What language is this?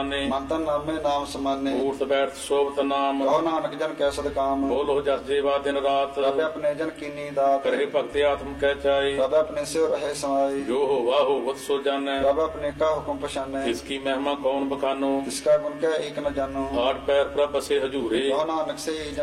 Punjabi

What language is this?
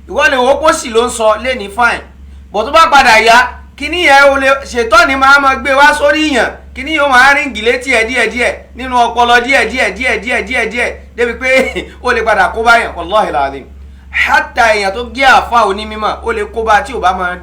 Yoruba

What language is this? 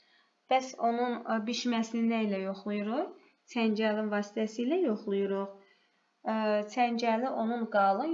Azerbaijani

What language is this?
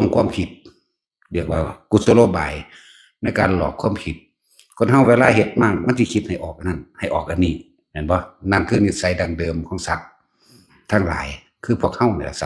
Northeastern Thai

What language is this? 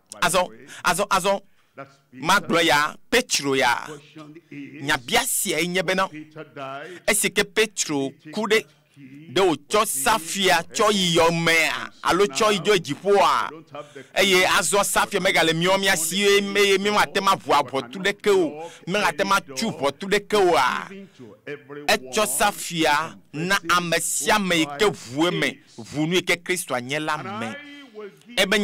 Ewe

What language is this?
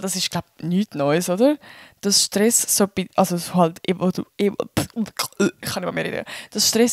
Swiss German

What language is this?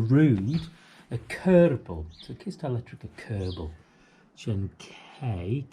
Manx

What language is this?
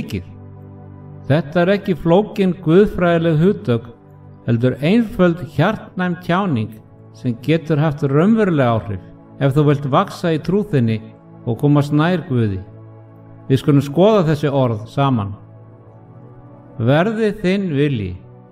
Icelandic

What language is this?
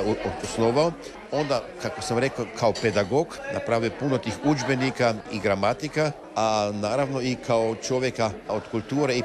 Croatian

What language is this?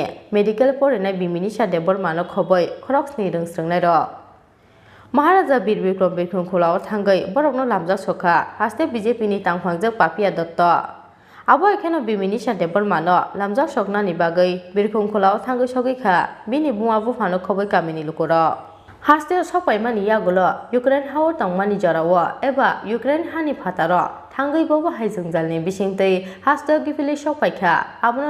Kok Borok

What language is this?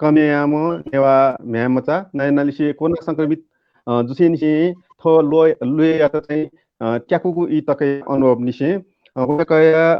Newari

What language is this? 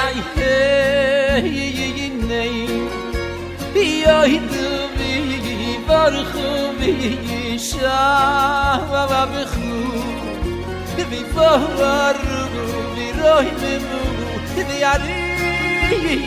Hebrew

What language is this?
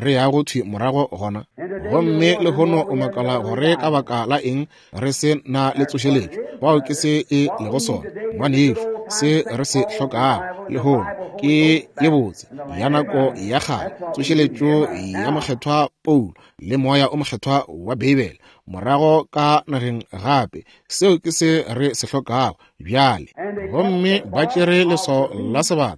Northern Sotho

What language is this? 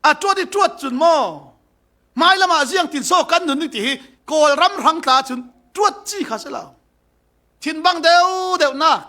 Falam Chin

